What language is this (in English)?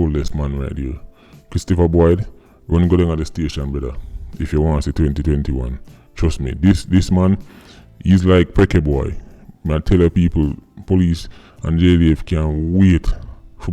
Jamaican Creole English